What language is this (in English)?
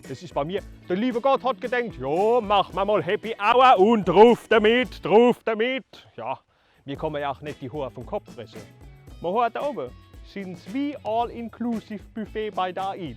Palatine German